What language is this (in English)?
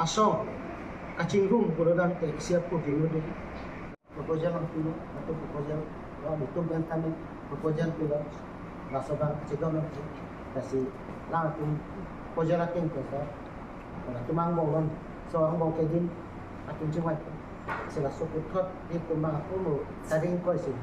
Karbi